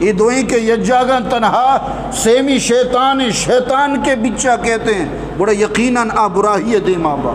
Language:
Eastern Balochi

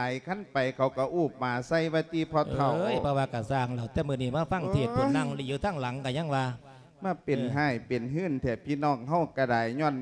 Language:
Lao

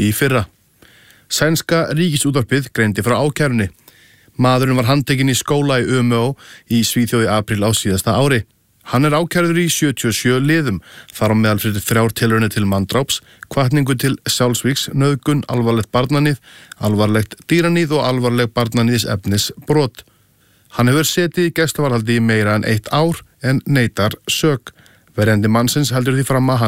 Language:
Icelandic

